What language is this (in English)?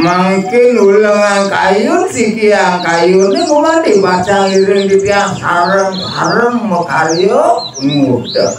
Balinese